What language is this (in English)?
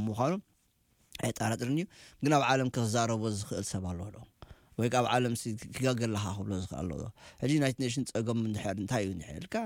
Tigrinya